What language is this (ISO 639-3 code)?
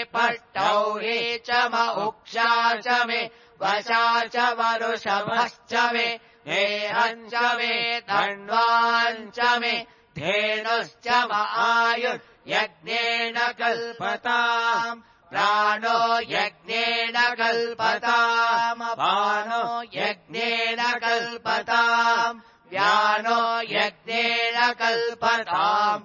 san